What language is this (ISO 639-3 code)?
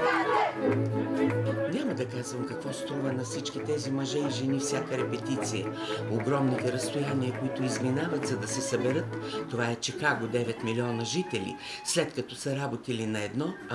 bul